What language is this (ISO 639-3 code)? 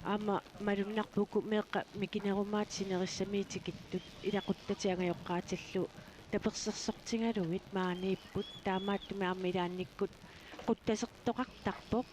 kal